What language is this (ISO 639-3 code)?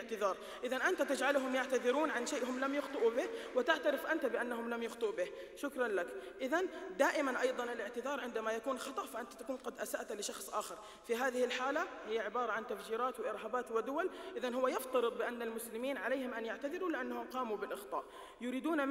ara